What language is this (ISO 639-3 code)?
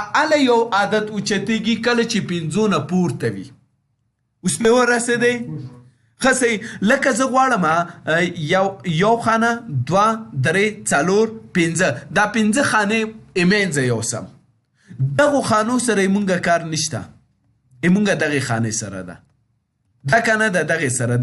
pus